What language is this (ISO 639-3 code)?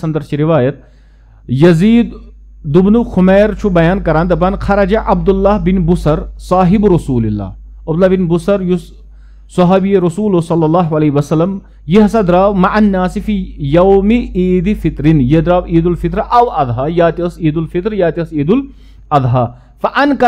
kas